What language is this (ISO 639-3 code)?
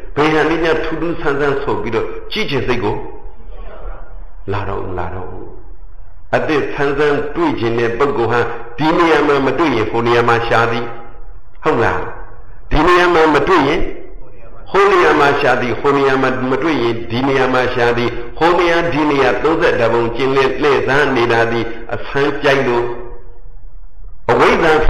mya